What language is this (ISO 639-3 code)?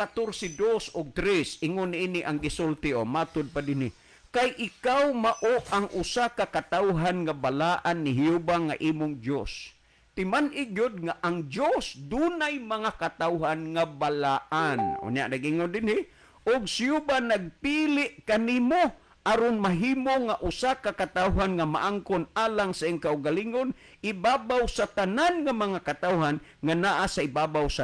ceb